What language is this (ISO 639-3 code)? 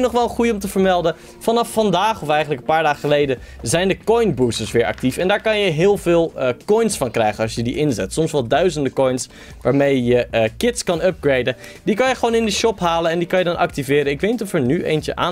nld